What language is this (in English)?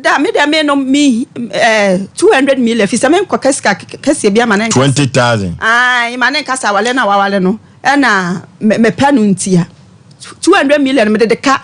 Akan